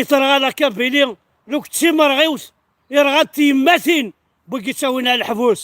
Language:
Kabyle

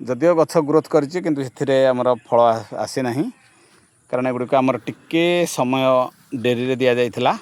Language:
Odia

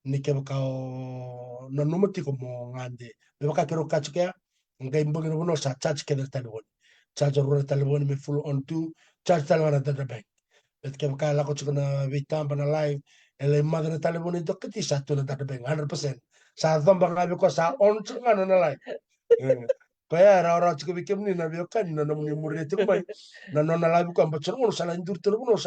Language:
Fijian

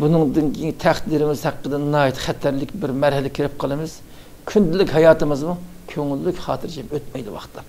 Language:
Uyghur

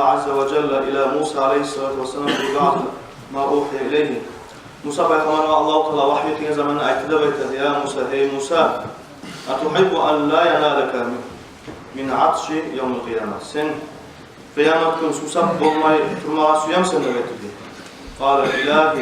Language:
Kumyk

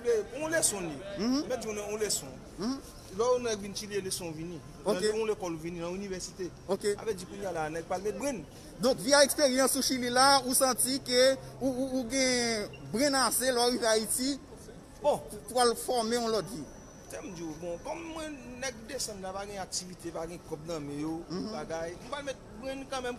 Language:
Haitian Creole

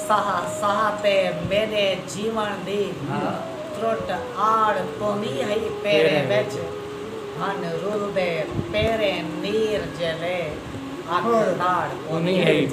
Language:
Saraiki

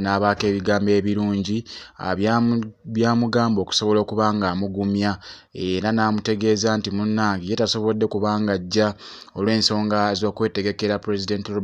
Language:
Ganda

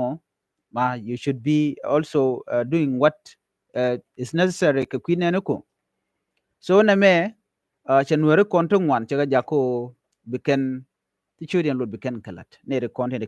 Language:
Nuer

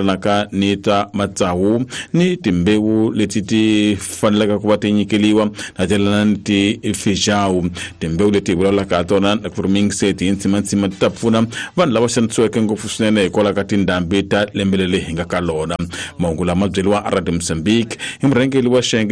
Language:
Tsonga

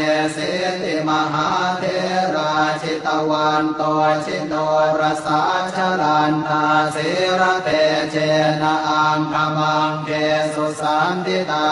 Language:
Pali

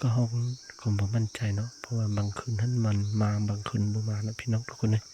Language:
Lao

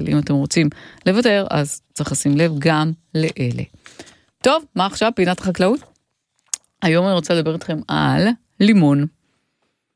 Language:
Hebrew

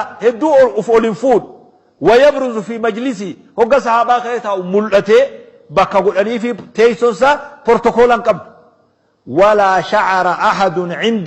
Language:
Oromo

